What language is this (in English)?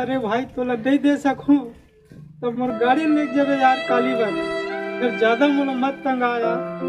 Chhattisgarhi